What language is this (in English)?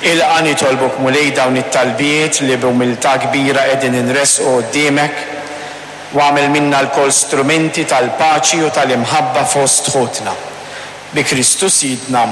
Maltese